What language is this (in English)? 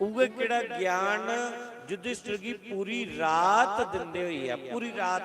Dogri